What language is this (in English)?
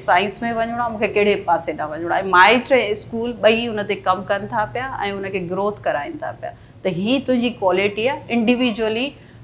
Sindhi